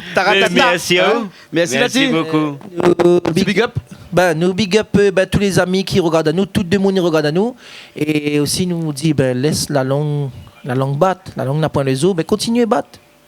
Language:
Réunion Creole French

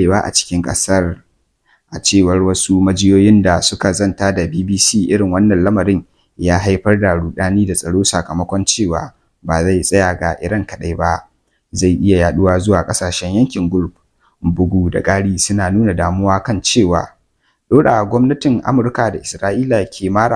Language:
Hausa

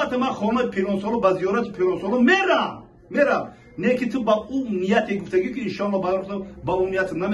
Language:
Tajik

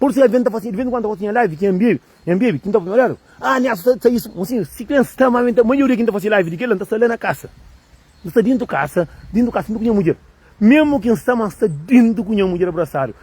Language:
Kabuverdianu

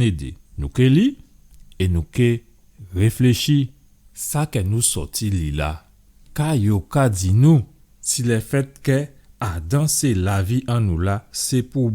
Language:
Guadeloupean Creole French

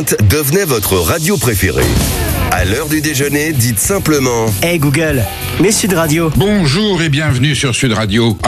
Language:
French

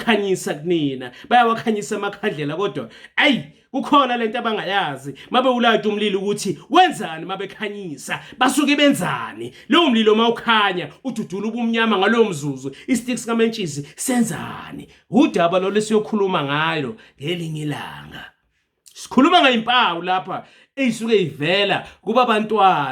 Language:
Zulu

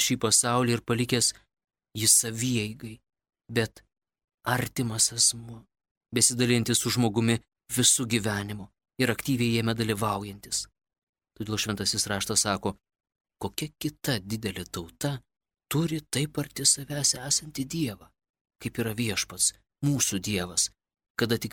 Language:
Lithuanian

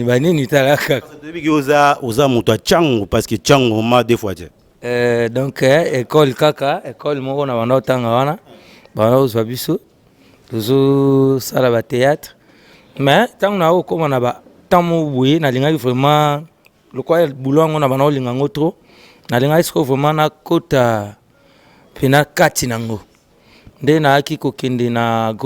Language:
Lingala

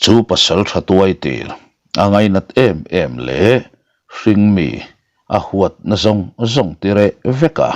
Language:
Mizo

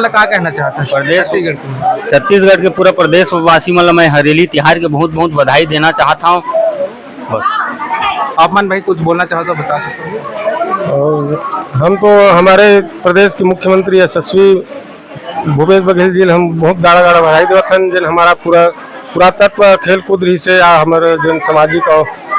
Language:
Chhattisgarhi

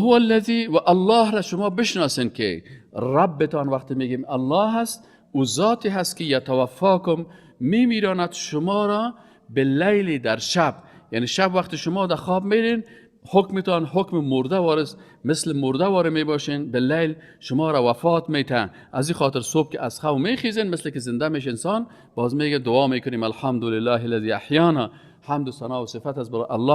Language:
Persian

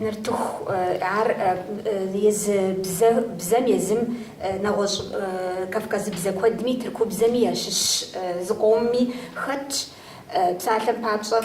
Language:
Kabardian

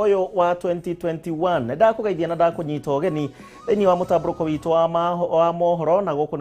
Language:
Kikuyu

